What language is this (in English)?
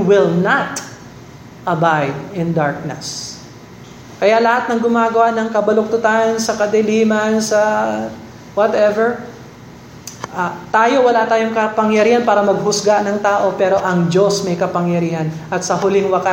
Filipino